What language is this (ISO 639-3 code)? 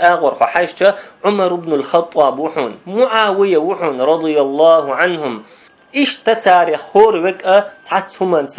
che